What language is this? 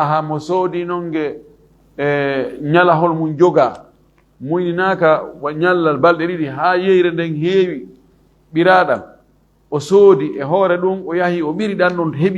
Fula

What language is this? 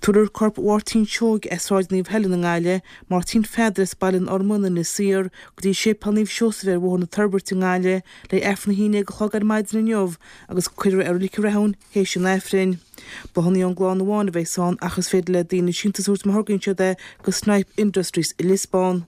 Irish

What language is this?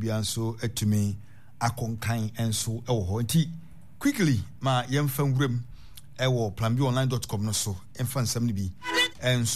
Akan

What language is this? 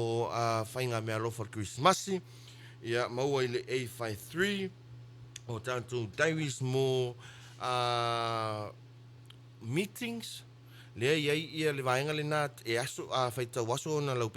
Samoan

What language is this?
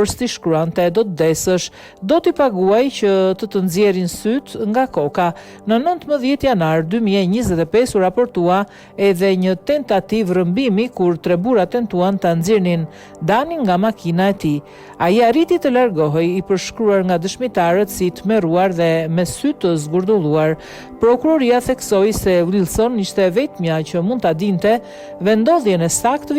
Albanian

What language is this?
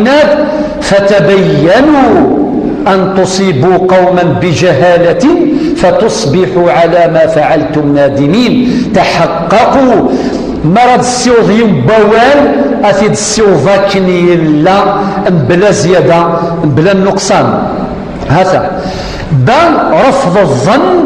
Kabyle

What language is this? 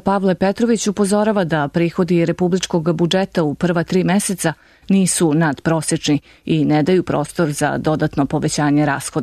Serbian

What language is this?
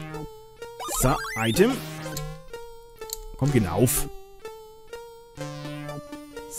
German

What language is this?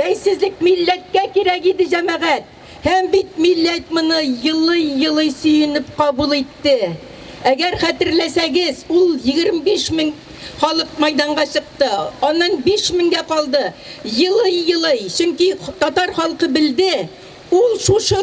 Tatar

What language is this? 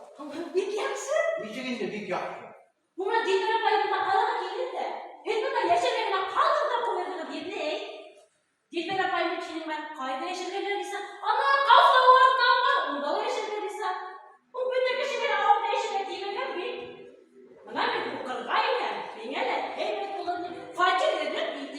Bashkir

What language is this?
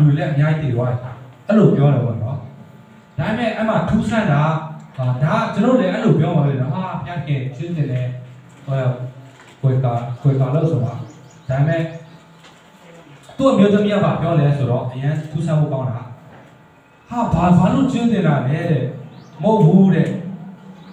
Burmese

